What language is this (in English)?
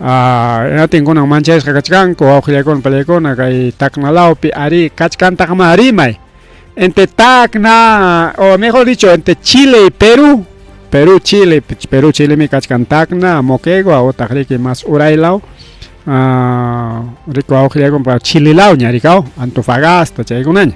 Ayacucho Quechua